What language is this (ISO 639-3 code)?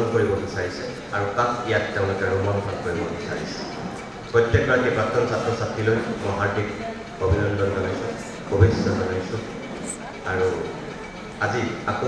asm